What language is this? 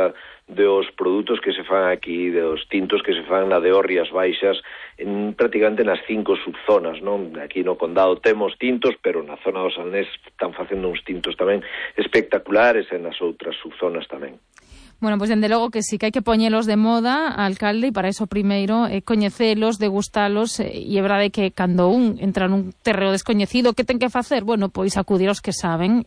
Galician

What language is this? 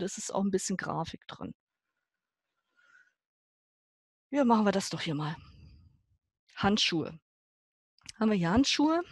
German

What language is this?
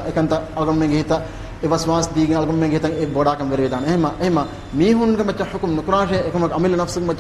Divehi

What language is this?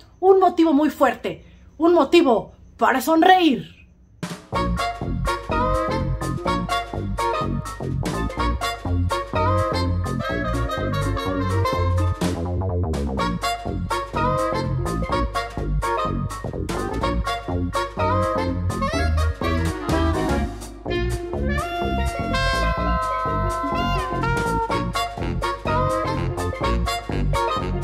Spanish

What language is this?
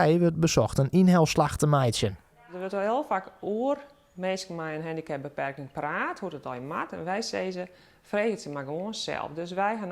Western Frisian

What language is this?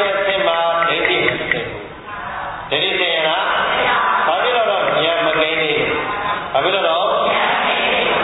Burmese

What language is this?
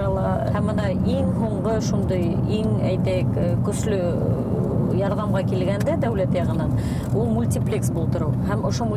Bashkir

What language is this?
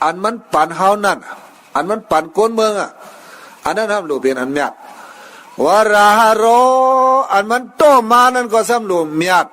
Shan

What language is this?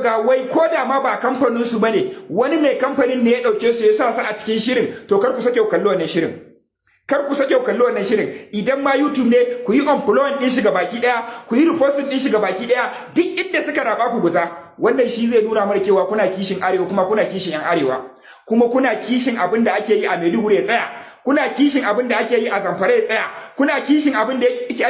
Hausa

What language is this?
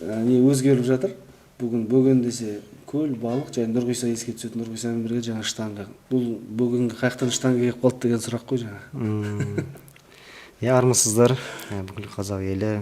Kazakh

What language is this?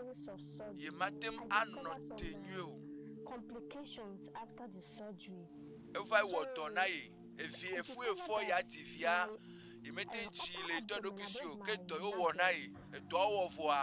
Ewe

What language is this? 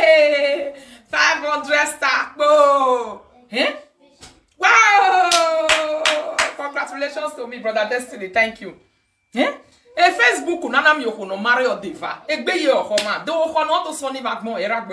Nigerian Pidgin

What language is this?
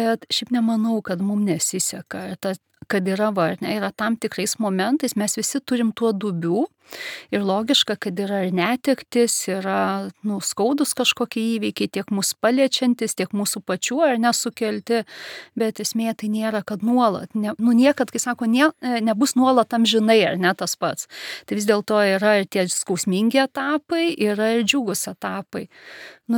Lithuanian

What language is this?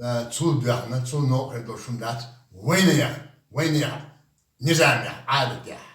Chechen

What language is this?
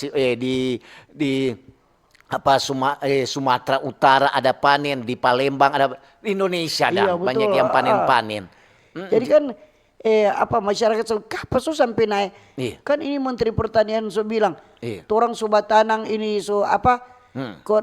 Manado Malay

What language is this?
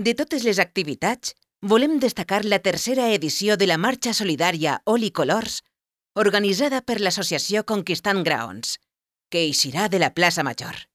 Catalan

